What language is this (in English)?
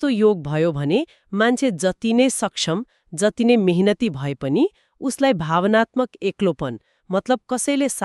Nepali